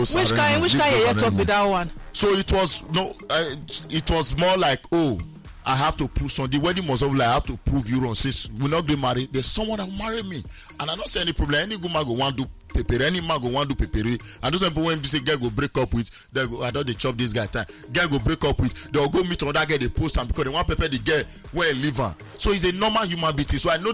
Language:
Nigerian Pidgin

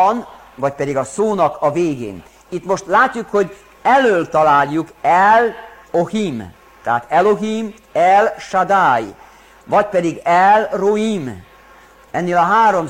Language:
Hungarian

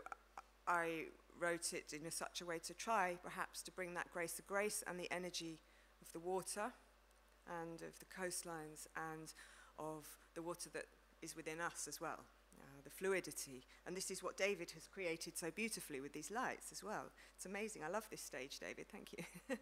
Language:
English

